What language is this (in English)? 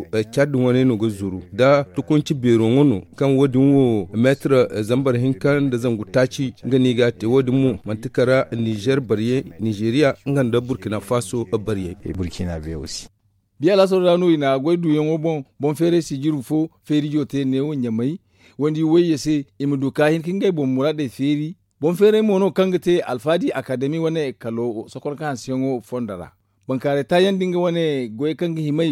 Zarma